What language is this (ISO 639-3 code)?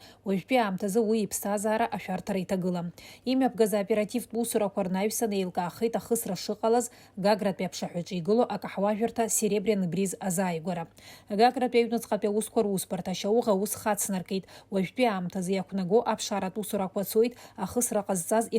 abk